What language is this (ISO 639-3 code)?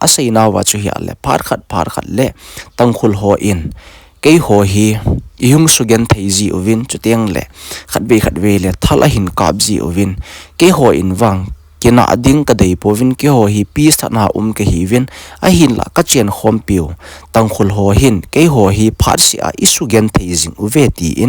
tcz